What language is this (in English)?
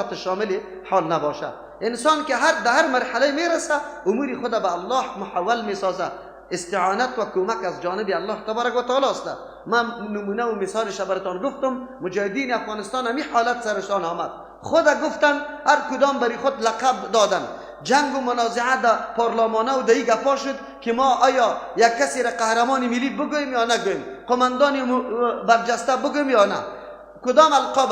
Persian